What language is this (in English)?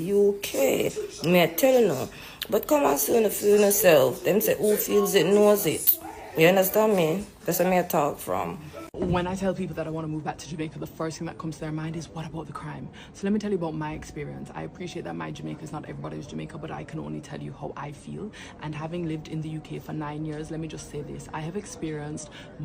Jamaican Creole English